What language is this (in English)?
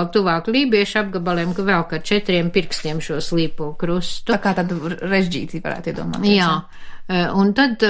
Latvian